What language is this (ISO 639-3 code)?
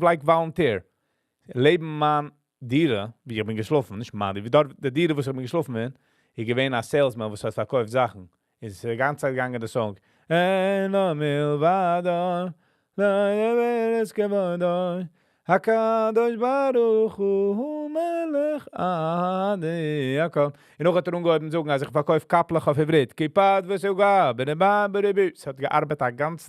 yid